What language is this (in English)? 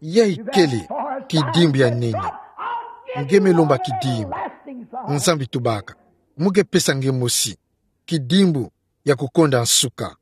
Kituba (Democratic Republic of Congo)